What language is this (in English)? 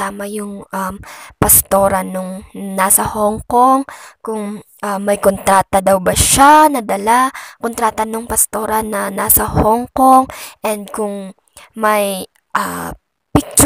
Filipino